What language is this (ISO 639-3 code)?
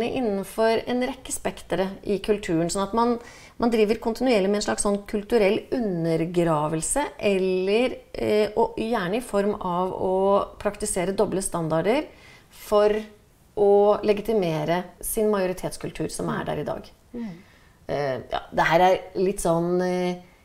nor